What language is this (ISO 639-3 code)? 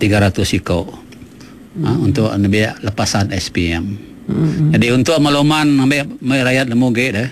iba